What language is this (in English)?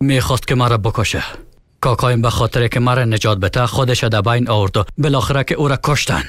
Persian